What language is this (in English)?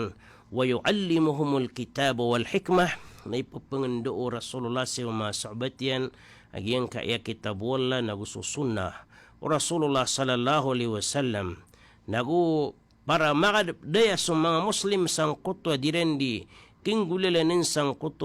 Maranao